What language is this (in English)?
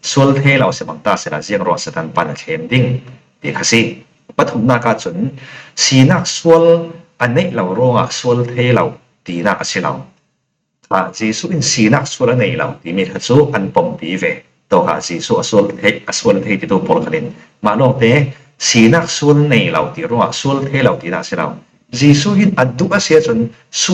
Falam Chin